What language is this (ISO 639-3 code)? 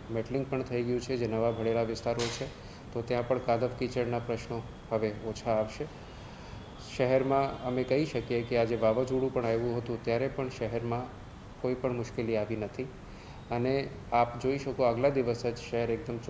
guj